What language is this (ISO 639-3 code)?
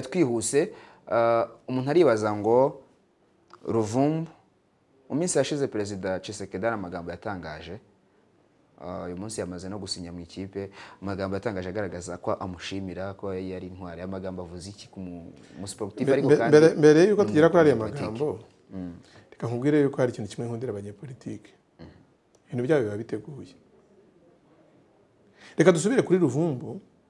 kin